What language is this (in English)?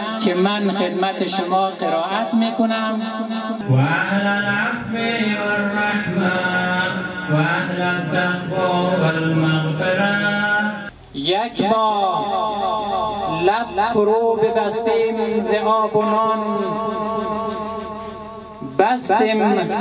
Persian